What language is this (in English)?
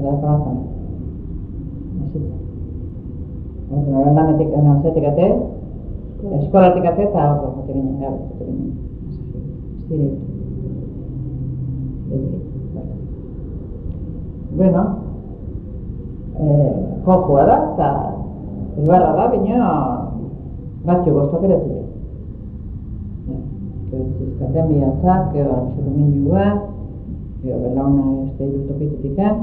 Basque